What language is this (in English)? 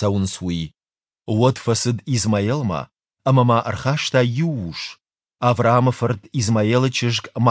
Ossetic